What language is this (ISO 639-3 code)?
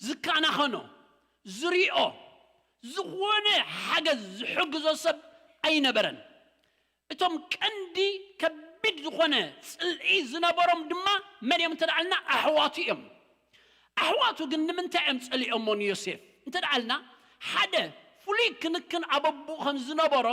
tir